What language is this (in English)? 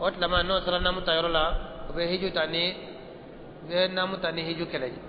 Bambara